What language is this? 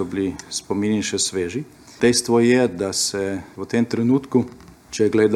Slovenian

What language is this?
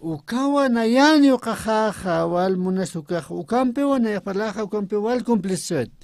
Aymara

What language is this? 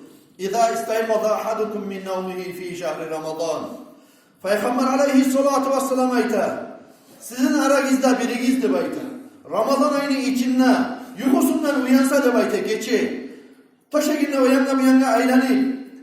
Kumyk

